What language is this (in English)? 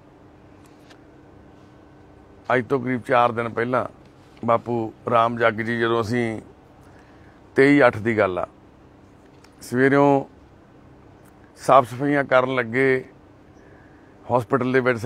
Punjabi